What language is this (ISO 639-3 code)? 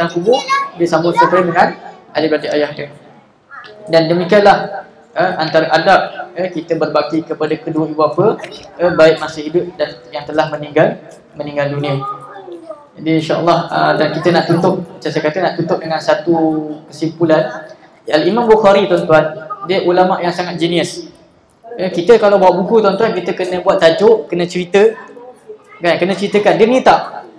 msa